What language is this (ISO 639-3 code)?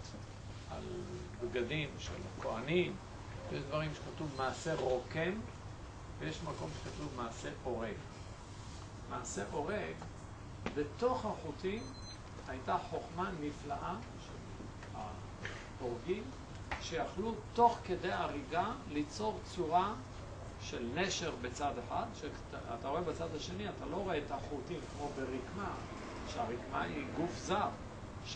heb